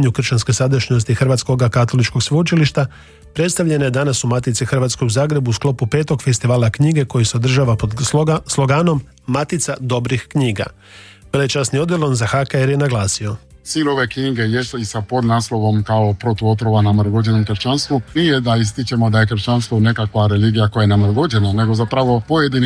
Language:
Croatian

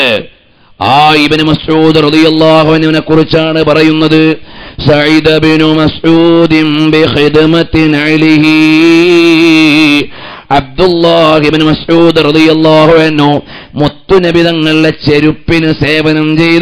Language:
Malayalam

